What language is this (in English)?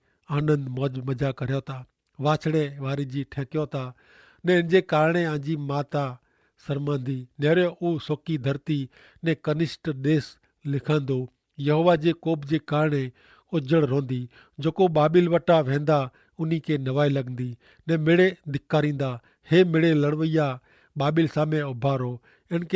Kachhi